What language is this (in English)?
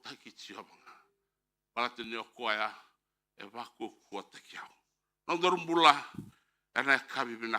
Fijian